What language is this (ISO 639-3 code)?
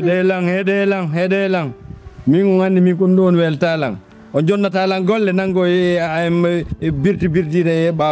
ful